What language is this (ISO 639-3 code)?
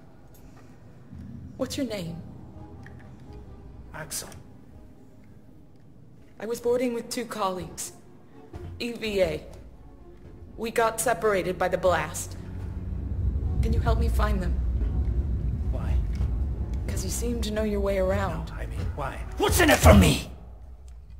eng